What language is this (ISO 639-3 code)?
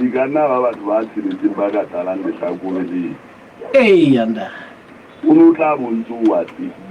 sot